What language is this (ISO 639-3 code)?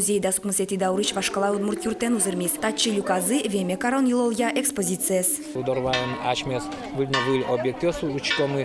udm